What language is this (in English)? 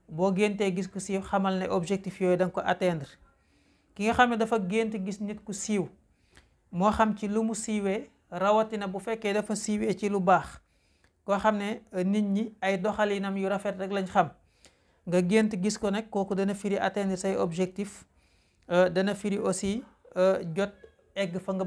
Wolof